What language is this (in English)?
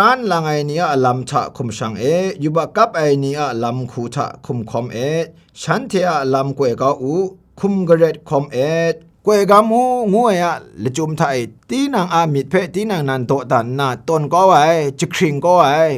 Kachin